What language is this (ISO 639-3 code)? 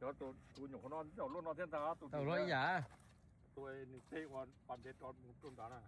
hmn